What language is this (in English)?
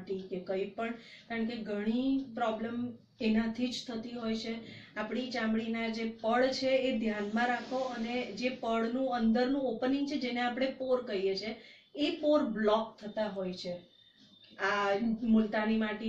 Gujarati